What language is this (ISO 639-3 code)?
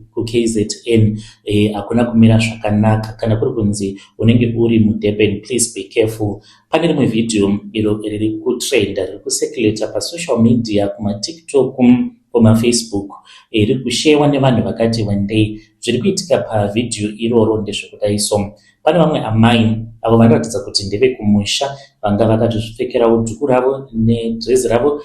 sna